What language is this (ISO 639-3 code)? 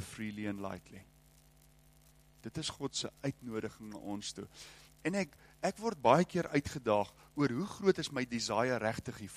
afr